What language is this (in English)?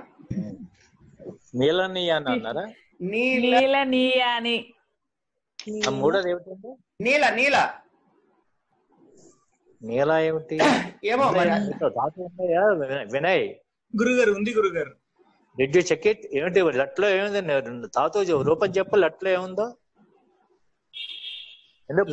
Telugu